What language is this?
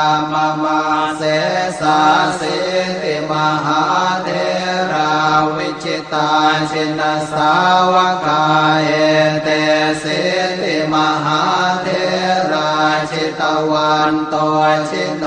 Pali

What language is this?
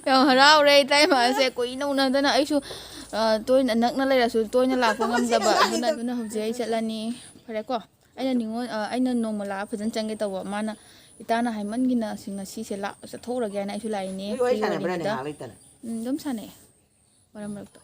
Manipuri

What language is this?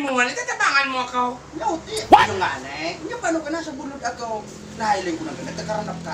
Bikol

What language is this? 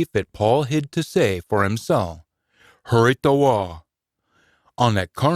Scots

